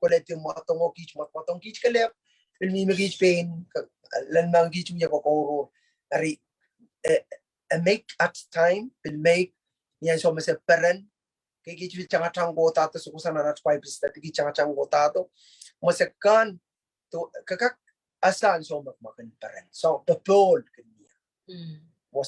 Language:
Pohnpeian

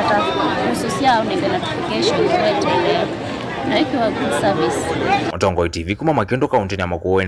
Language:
Kamba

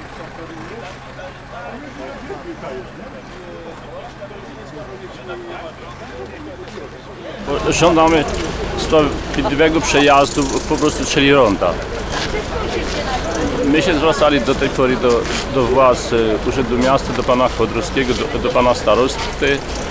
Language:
Polish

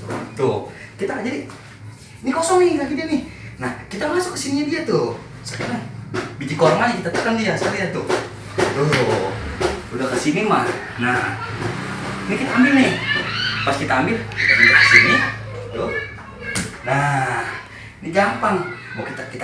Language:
Betawi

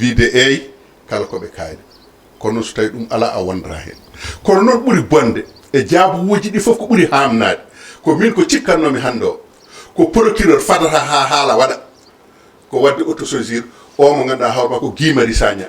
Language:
Fula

